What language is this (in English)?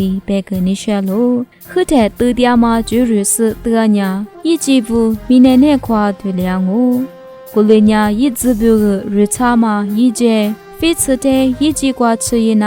Lisu